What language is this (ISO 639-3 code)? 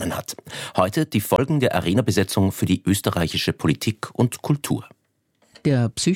deu